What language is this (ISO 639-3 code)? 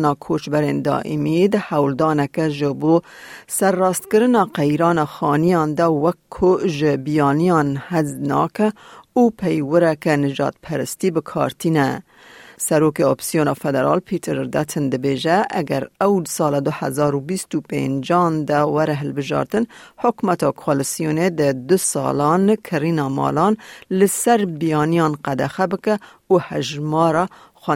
kur